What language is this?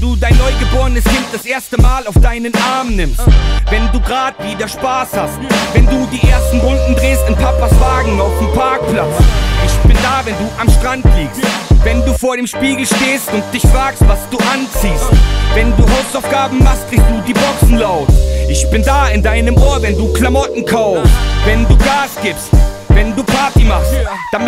German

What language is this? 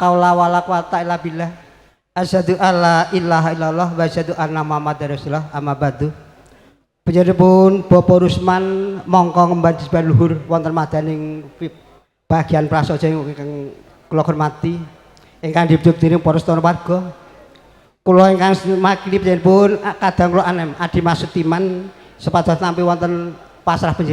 Javanese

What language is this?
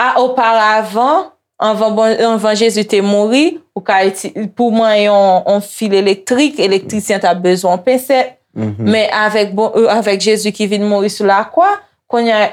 Haitian Creole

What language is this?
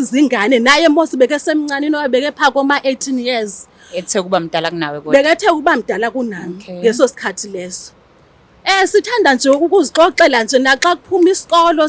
Zulu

